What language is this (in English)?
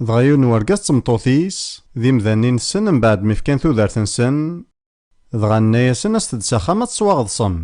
Kabyle